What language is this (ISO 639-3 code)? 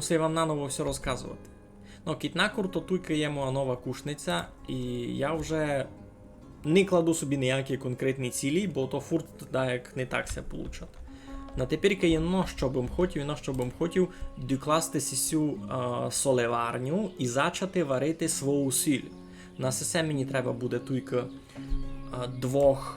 rue